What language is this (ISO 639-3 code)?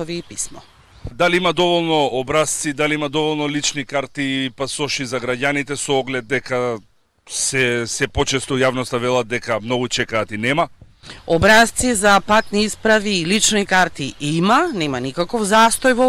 mkd